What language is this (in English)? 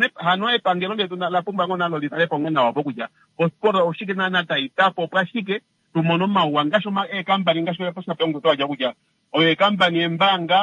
Kuanyama